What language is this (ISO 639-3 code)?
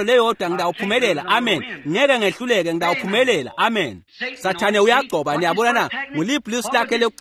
ssw